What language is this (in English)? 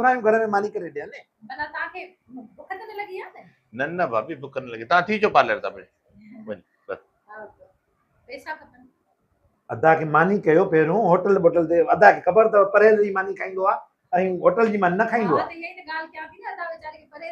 Sindhi